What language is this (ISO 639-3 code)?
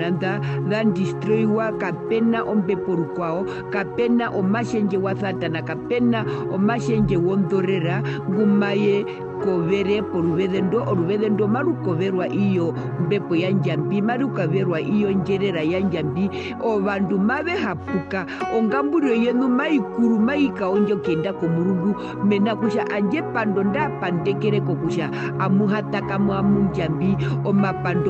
her